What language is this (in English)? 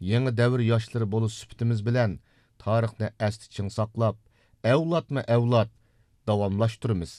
Uyghur